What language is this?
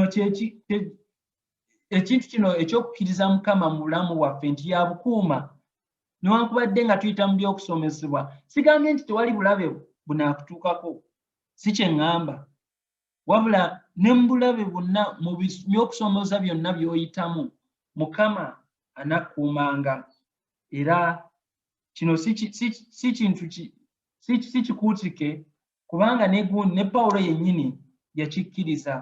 Ganda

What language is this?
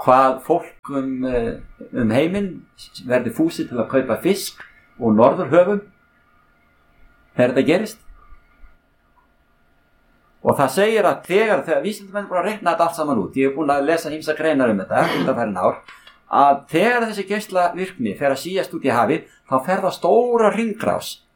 Icelandic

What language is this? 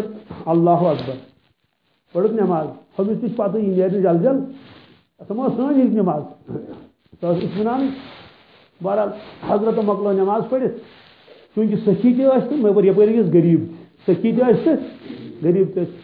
Kashmiri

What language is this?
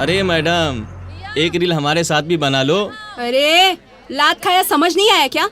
Magahi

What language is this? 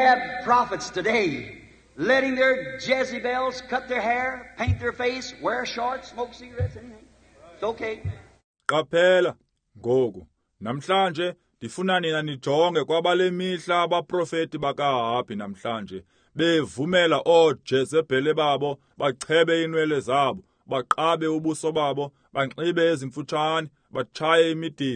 Xhosa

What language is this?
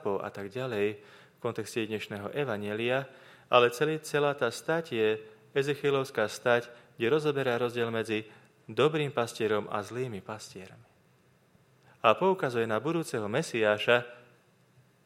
Slovak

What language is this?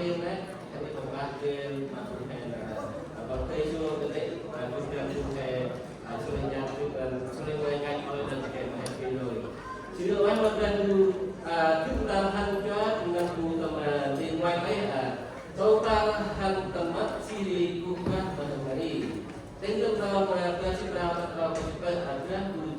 Central Mnong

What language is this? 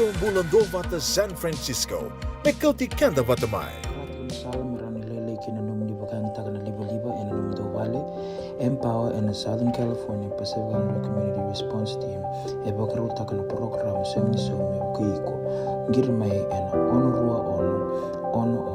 Fijian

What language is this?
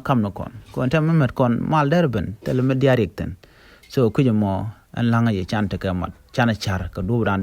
Nuer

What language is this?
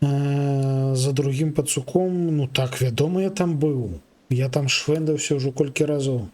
Belarusian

